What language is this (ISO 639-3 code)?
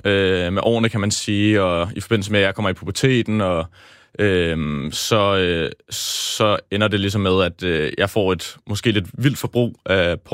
dan